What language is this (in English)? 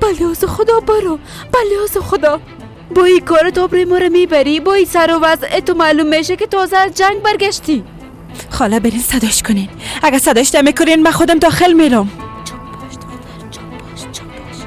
Persian